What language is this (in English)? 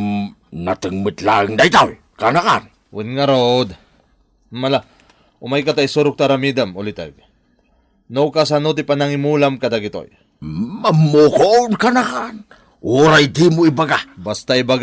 Iloko